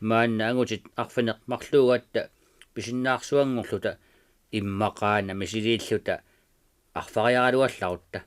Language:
Kalaallisut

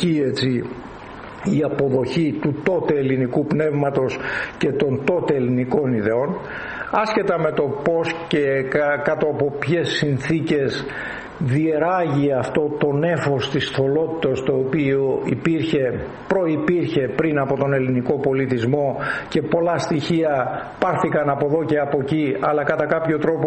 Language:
Greek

